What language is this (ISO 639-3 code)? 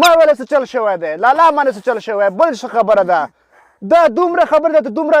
pus